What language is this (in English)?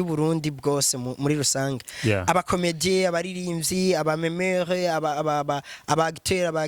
Rundi